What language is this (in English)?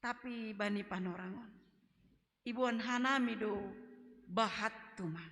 Batak Simalungun